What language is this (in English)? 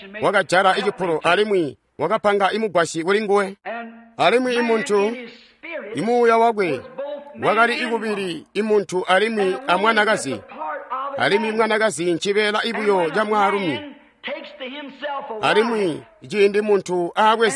Tonga (Zambia)